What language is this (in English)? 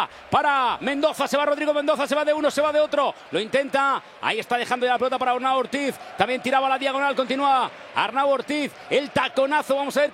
Spanish